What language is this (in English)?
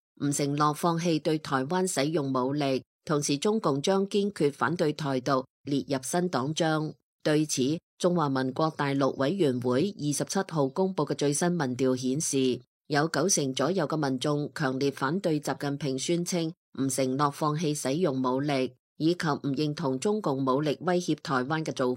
Cantonese